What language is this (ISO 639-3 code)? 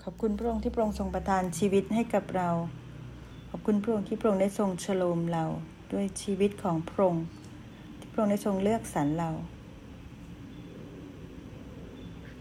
tha